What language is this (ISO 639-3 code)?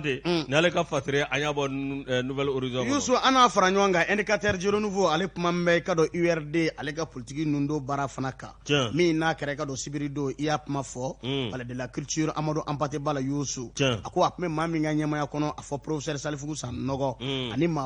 bam